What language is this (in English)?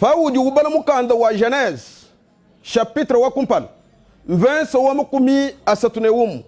Luba-Lulua